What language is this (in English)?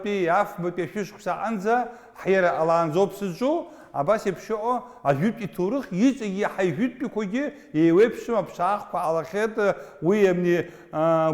Abkhazian